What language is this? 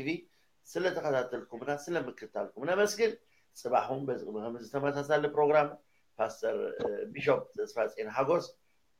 Tigrinya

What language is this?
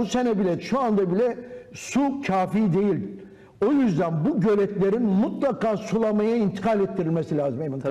Turkish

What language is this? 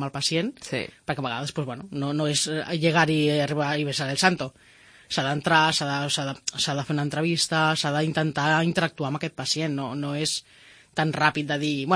Catalan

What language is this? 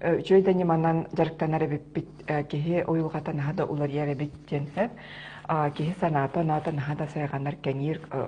Yakut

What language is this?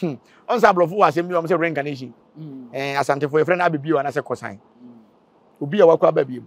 Akan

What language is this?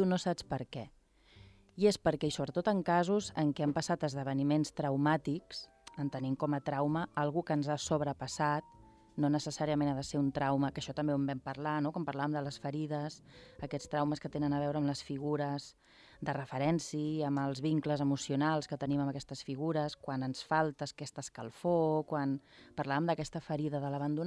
Catalan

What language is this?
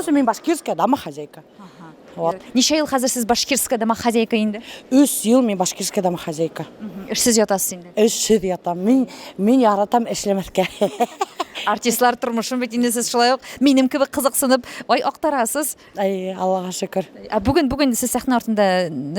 Tatar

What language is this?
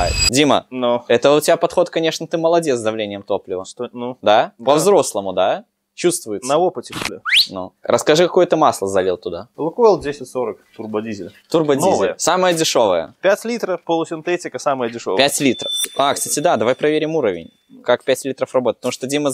Russian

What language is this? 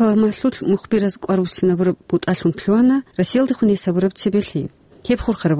Avaric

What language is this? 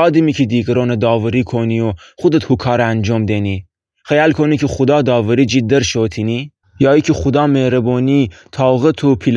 Gilaki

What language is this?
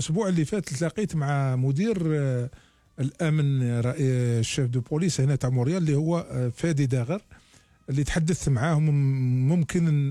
Algerian Arabic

